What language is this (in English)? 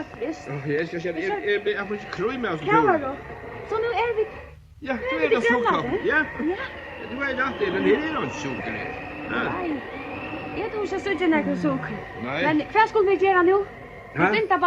Faroese